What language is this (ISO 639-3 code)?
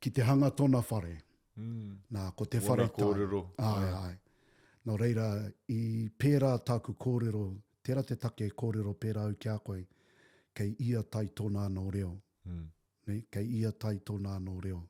mri